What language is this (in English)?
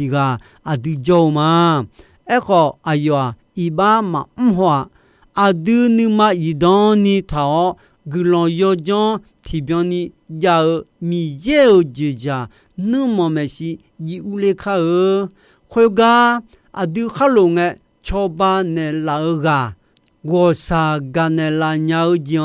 Akha